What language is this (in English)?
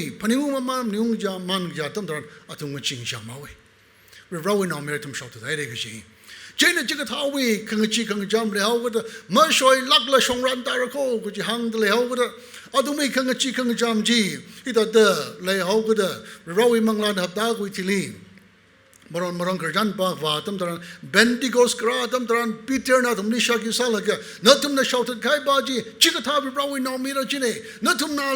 Tangkhul Naga (India)